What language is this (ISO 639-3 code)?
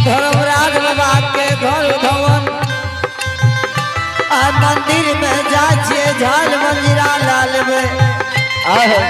anp